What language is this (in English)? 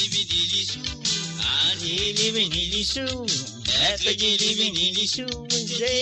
Morisyen